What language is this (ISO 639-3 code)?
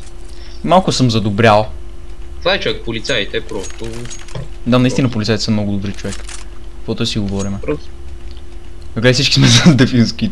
bul